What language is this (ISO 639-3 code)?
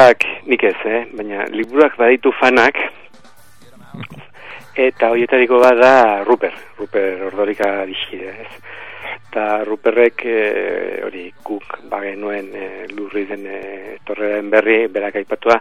eus